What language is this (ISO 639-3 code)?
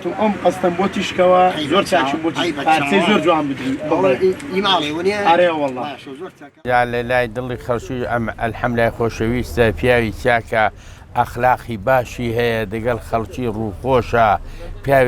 ckb